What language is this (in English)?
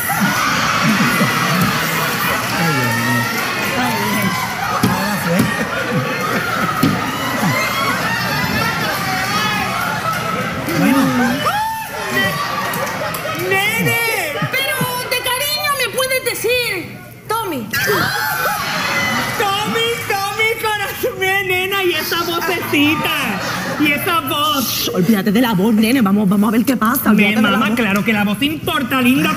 Spanish